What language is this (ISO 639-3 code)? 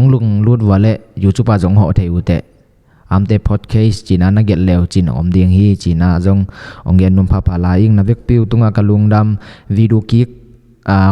ctd